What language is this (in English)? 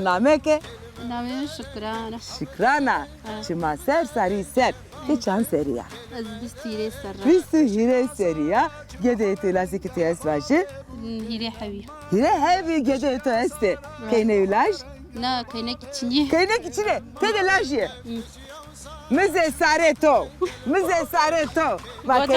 Zaza